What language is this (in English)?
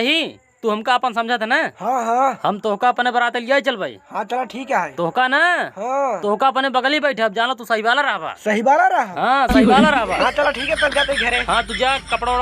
Awadhi